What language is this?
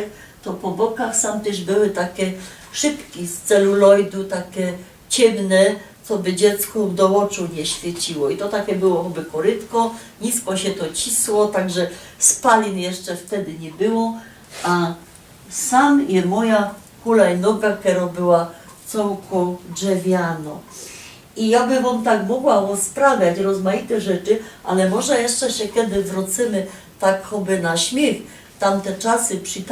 Silesian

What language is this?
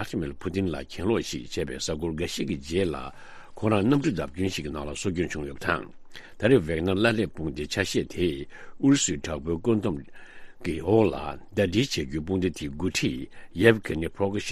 Tibetan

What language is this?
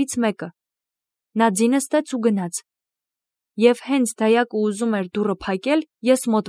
Armenian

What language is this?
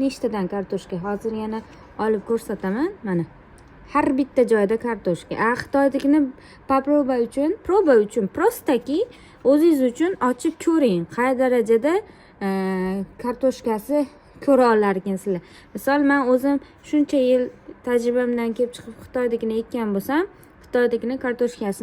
Uzbek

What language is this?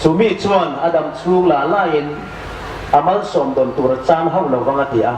Hmar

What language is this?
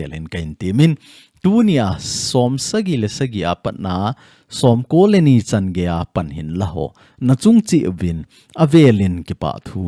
Thado Chin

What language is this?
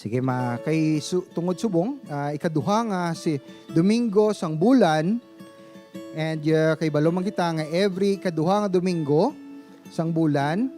Hiligaynon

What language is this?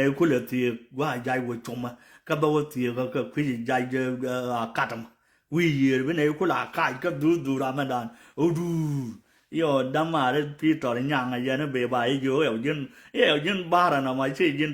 Nuer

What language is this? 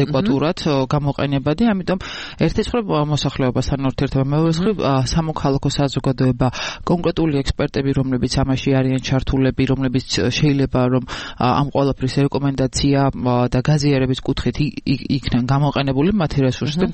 Georgian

